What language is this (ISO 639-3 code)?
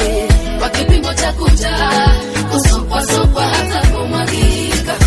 swa